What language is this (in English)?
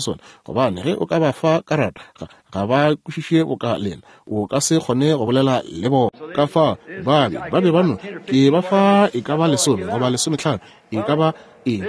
Northern Sotho